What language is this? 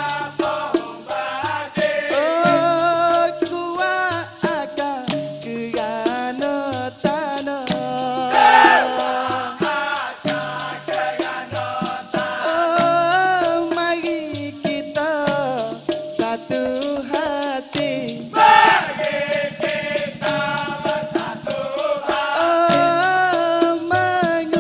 Malay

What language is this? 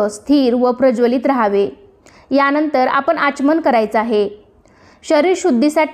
Marathi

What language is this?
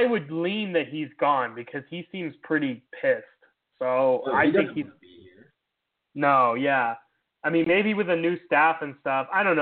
English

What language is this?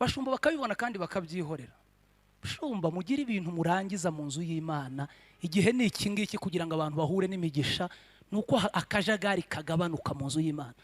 Kinyarwanda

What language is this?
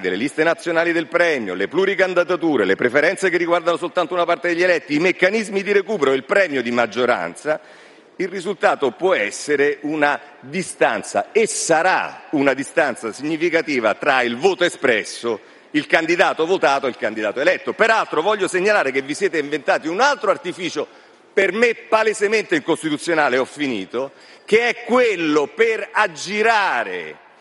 Italian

